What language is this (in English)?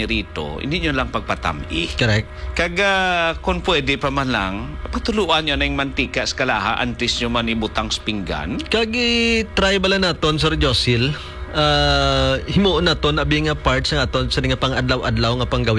Hiligaynon